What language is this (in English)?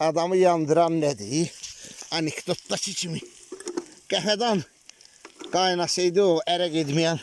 Azerbaijani